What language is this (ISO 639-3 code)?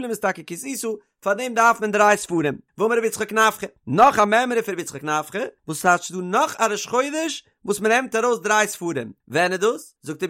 yid